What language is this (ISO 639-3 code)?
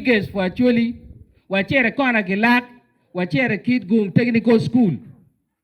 ach